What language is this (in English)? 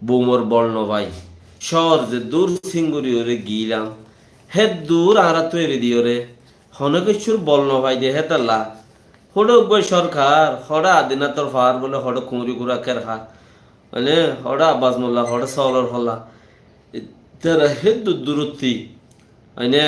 Rohingya